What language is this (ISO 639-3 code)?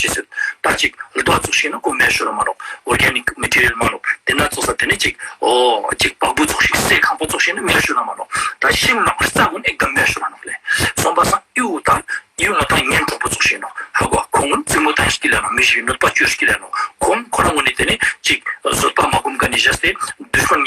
lbj